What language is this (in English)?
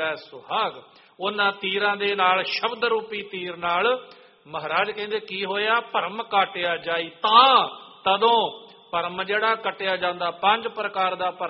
Punjabi